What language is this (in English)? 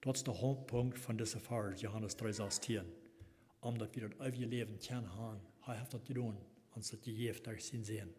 Plautdietsch